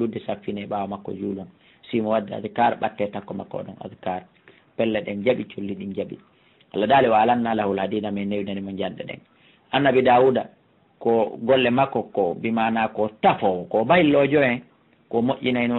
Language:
Fula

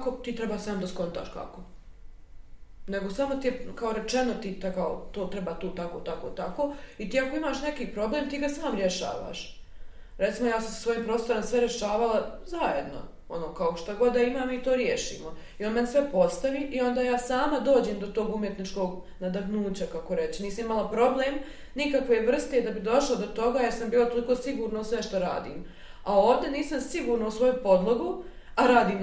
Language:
Bosnian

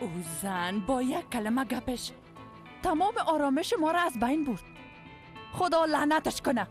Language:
Persian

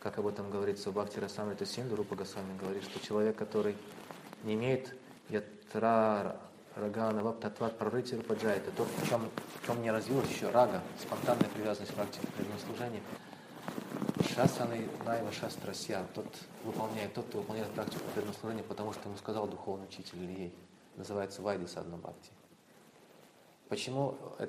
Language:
Russian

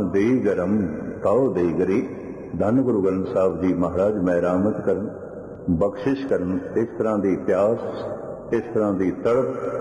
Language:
Punjabi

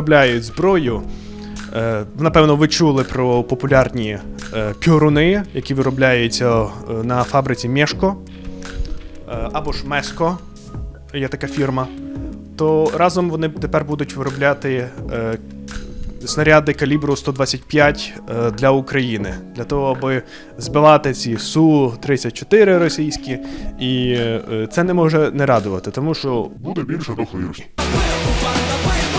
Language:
Ukrainian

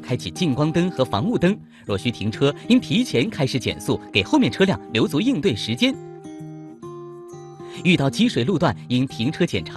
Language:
Chinese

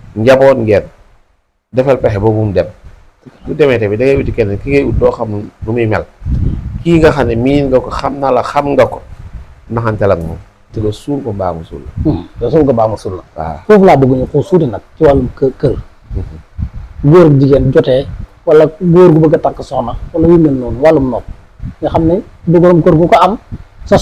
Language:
Wolof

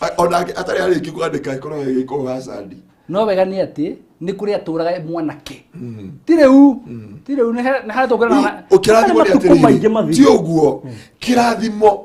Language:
Kikuyu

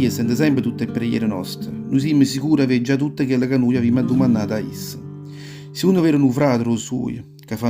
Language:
Neapolitan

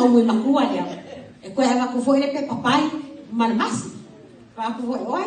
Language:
Samoan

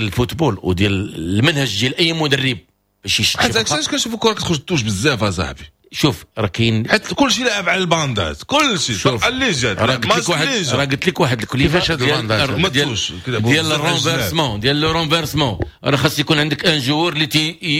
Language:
Moroccan Arabic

